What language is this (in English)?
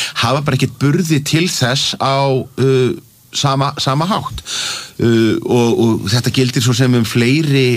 Icelandic